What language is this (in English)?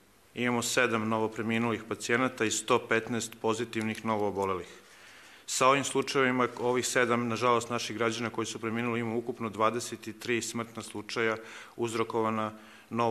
Serbian